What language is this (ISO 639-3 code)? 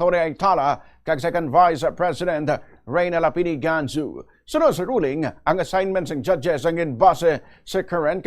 hil